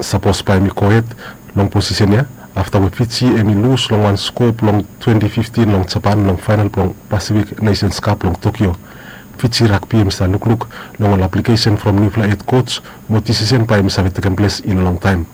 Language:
Bislama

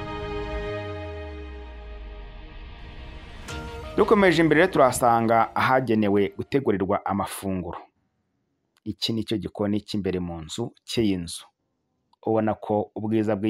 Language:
Kinyarwanda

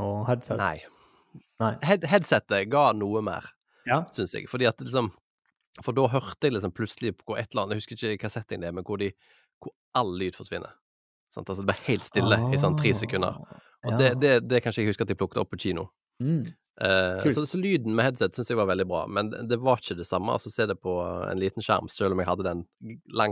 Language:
Norwegian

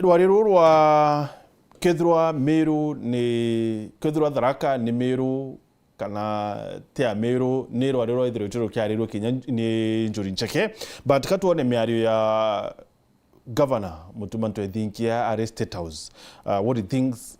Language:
Meru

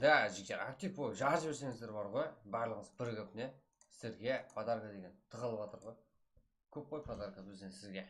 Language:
Kara-Kalpak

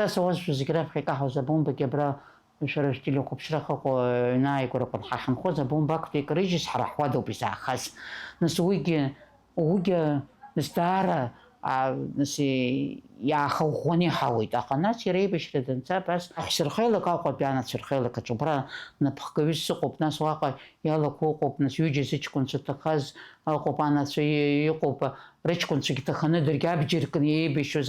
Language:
Abkhazian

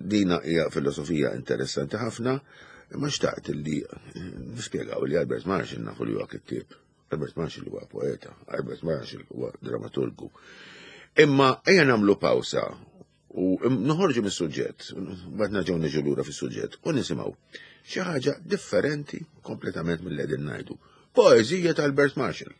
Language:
Maltese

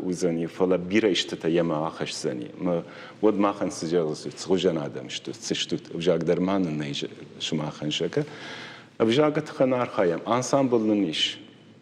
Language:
Ossetic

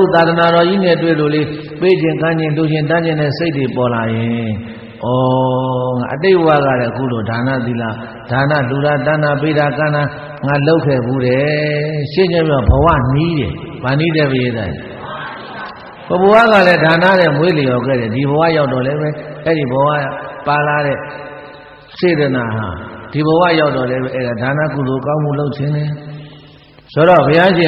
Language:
Burmese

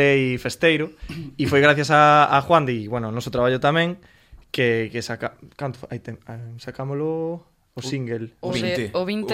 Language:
Galician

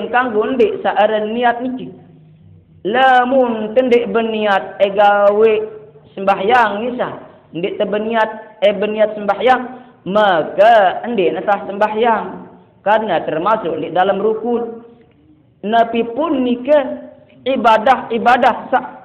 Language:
Sasak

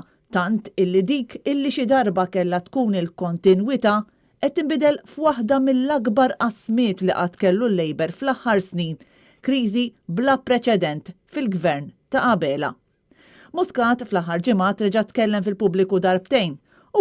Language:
Maltese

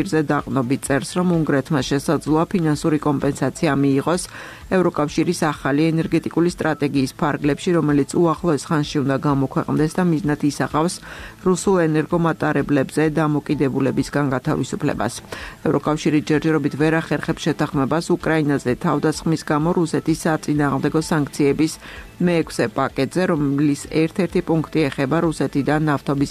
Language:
Georgian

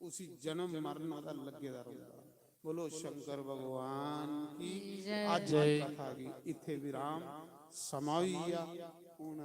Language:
Dogri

